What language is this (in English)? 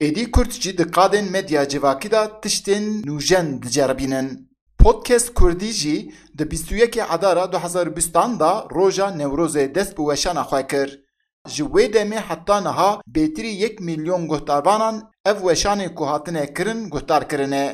Kurdish